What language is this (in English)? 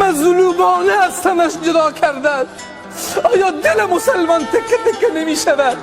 Tajik